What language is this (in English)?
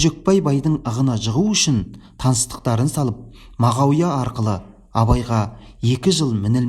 Kazakh